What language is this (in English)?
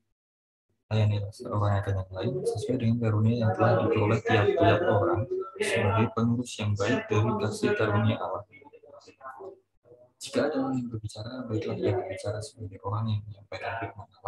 Indonesian